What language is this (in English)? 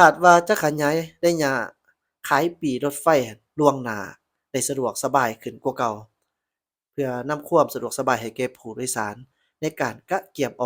Lao